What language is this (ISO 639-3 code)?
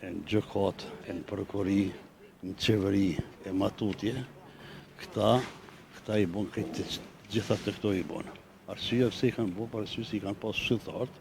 sqi